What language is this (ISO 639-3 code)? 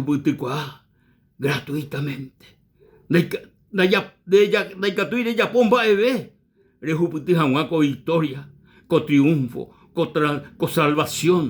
grn